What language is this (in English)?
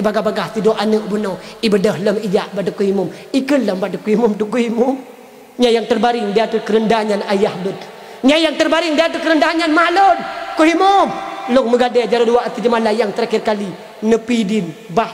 Achinese